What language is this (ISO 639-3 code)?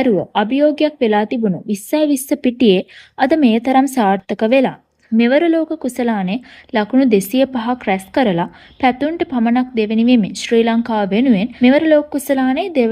sin